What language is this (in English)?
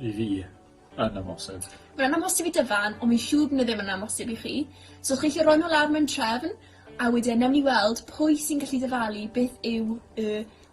Welsh